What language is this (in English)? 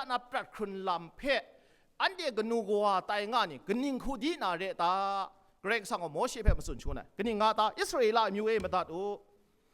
Kachin